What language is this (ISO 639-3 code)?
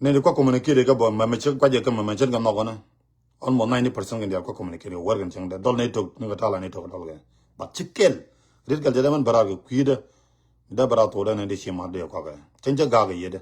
nus